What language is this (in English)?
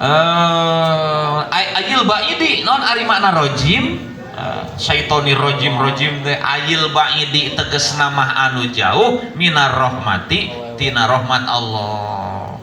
Sundanese